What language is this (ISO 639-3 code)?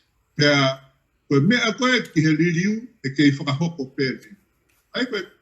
ton